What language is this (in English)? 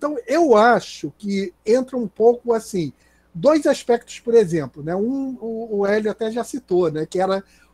Portuguese